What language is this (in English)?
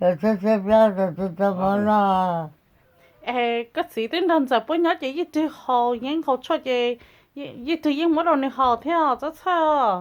Hmong